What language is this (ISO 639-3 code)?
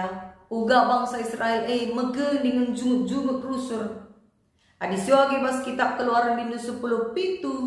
btx